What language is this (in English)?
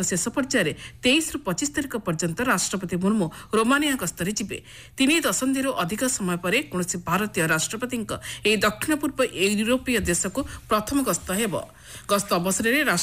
Odia